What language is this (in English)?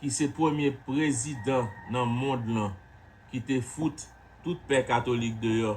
Haitian Creole